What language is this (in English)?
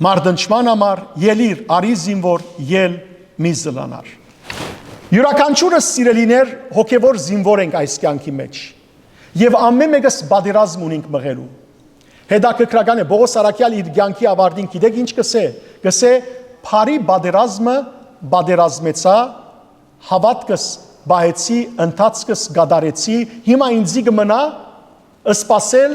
Western Armenian